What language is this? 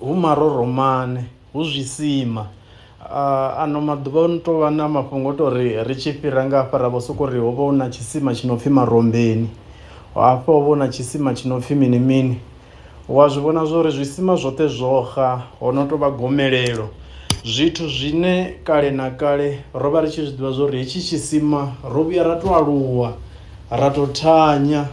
Venda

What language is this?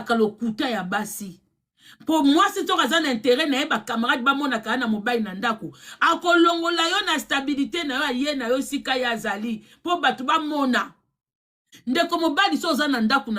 Lingala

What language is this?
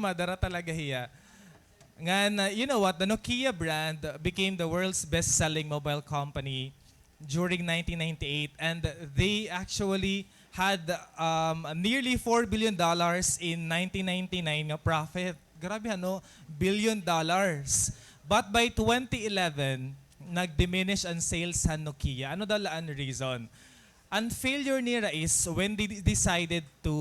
Waray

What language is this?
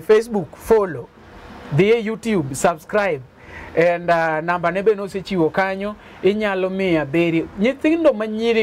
Luo (Kenya and Tanzania)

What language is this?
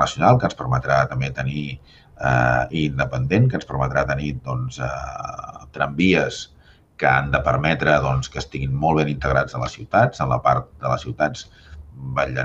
Catalan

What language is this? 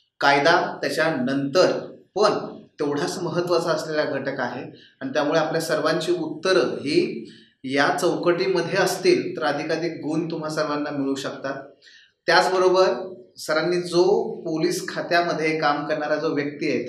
Marathi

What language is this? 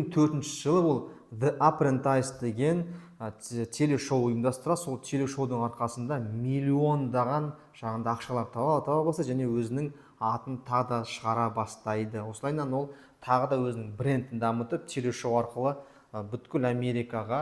Kazakh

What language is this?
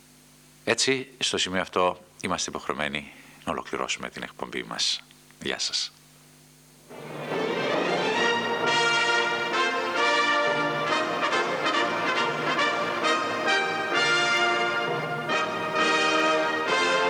Greek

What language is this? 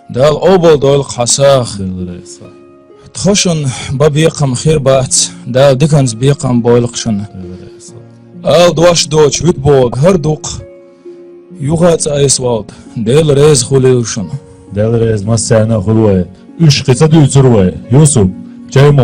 Chechen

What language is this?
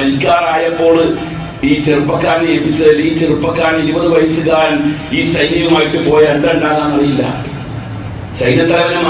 Malayalam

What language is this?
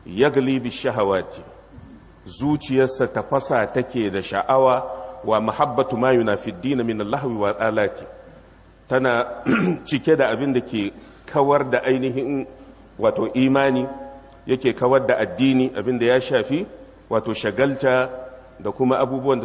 Hausa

